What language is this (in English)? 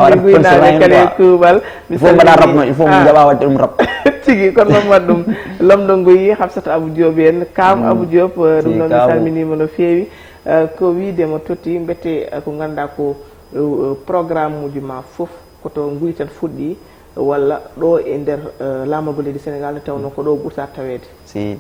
Fula